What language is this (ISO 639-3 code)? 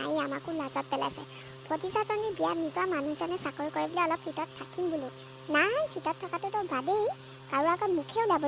asm